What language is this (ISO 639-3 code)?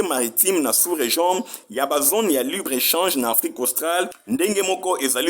lin